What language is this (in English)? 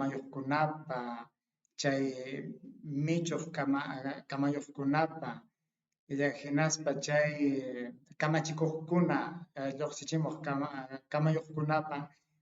Ayacucho Quechua